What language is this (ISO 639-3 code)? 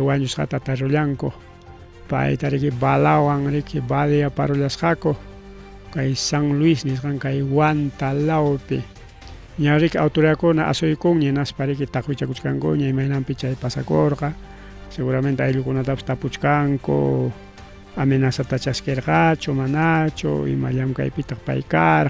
quy